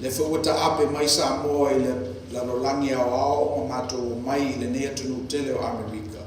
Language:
Samoan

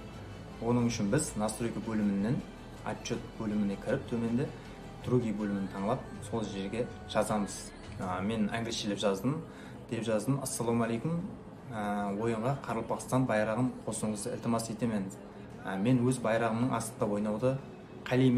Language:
Kara-Kalpak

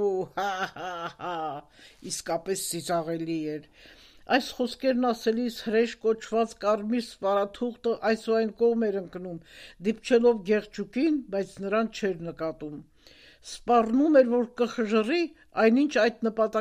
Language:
Armenian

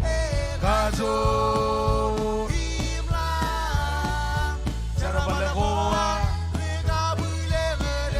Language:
Marshallese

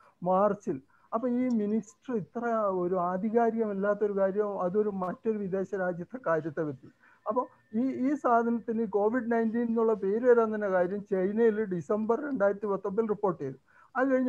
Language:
Malayalam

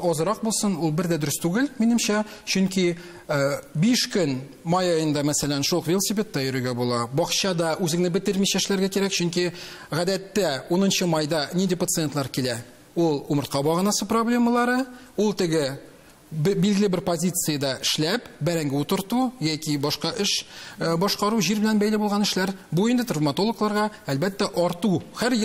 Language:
Tatar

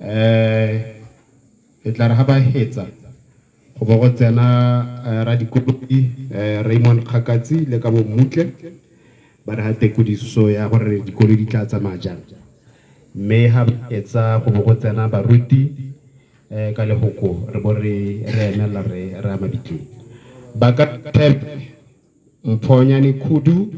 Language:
Tswana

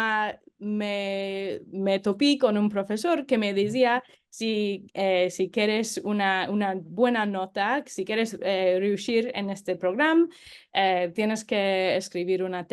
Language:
Ladino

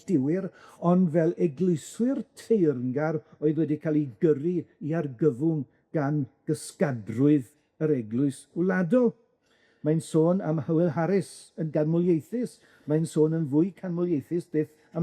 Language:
Welsh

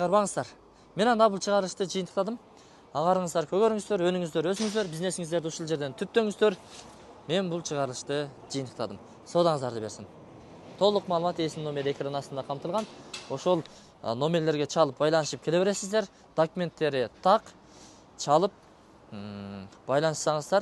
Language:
Kyrgyz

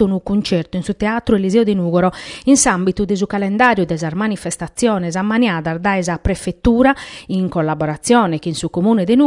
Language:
Sardinian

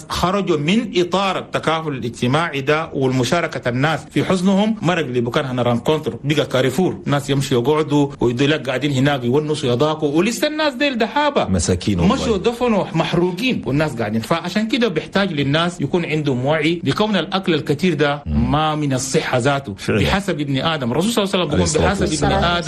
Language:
Chadian Arabic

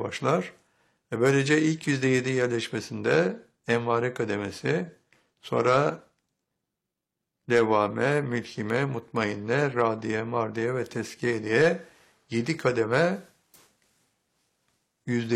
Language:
Turkish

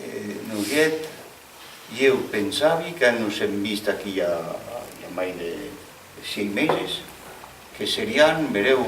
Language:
Occitan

